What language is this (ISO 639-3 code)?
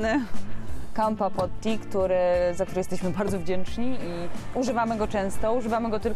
pol